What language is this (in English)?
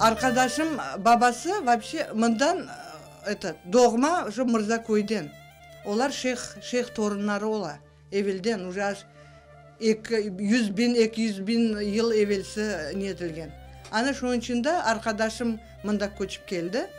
Crimean Tatar